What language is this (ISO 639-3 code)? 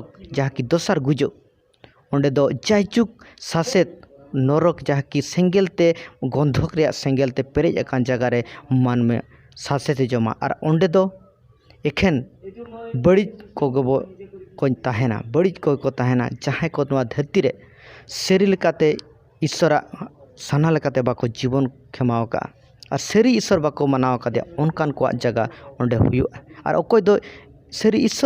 sat